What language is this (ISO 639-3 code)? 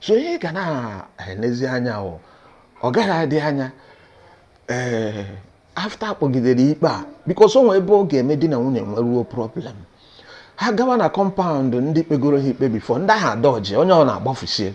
ibo